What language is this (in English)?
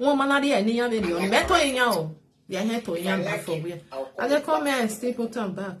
Nigerian Pidgin